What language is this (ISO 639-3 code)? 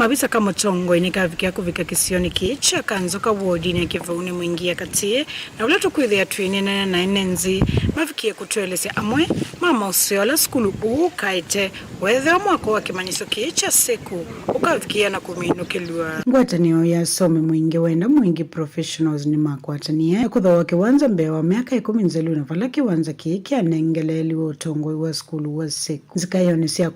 kam